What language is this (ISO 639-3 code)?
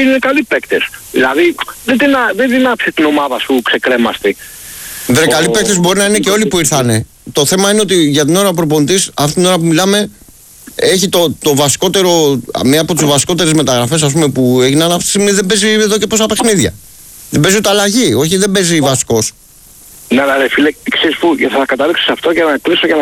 ell